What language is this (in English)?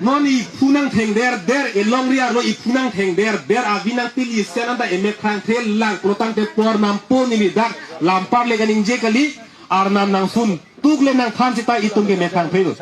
Karbi